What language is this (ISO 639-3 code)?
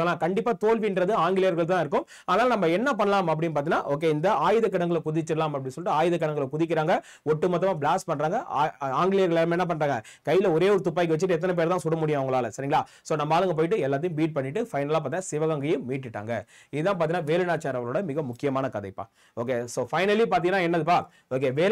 tam